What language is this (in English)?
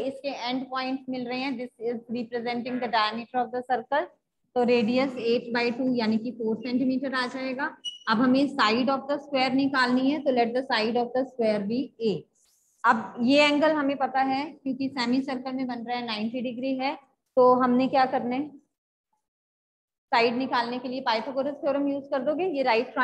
Hindi